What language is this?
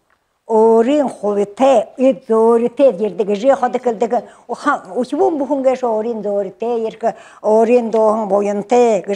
Buriat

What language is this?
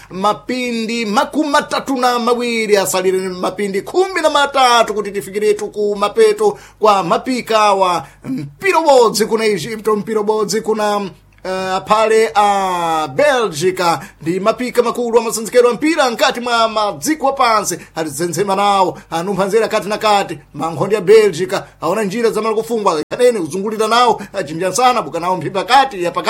Sena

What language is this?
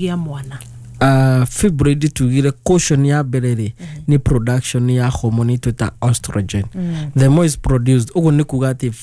Kikuyu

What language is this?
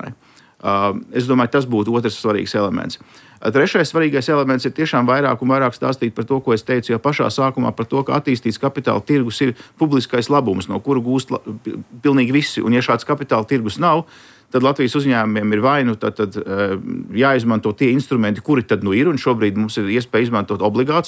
Latvian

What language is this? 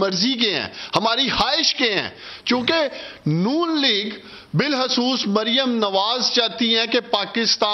Urdu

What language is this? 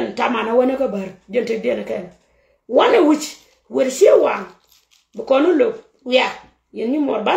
Nuer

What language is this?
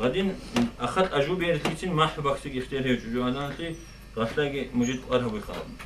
Avaric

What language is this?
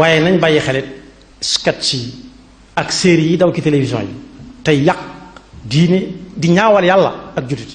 Wolof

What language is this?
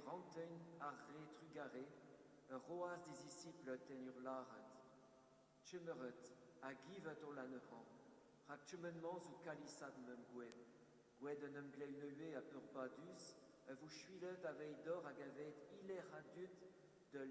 Breton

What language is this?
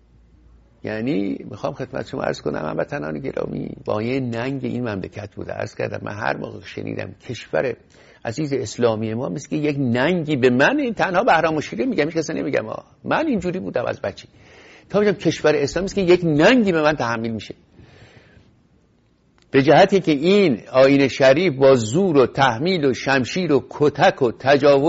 Persian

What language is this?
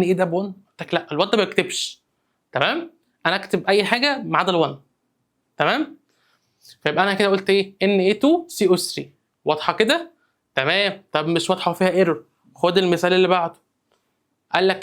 Egyptian Arabic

